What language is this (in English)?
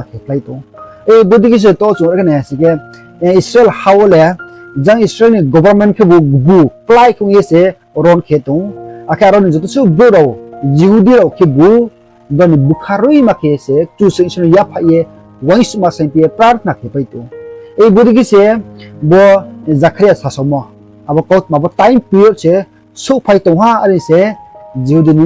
Riang (India)